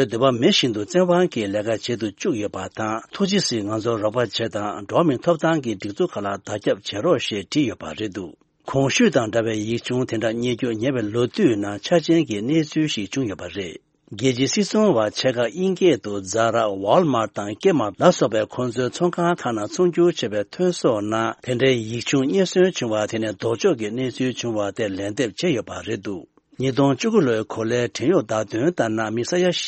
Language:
Tibetan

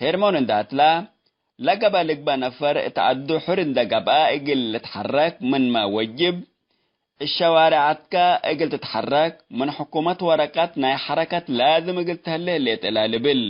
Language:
Tigre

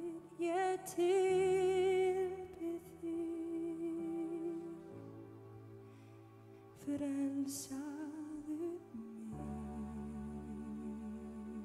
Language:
Icelandic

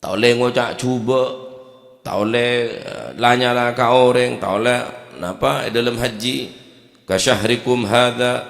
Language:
Madurese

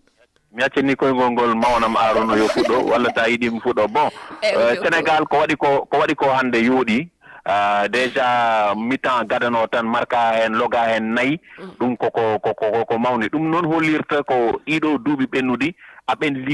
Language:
Fula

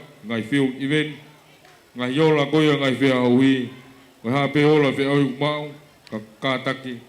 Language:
Tongan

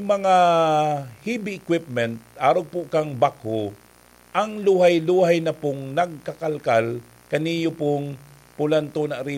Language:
Bikol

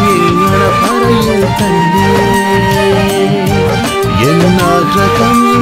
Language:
Malayalam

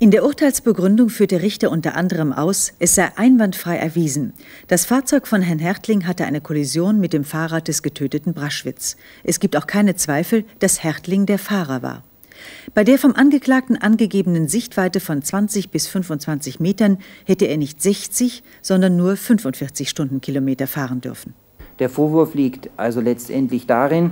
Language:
German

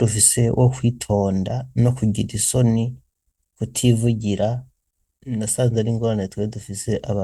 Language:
Rundi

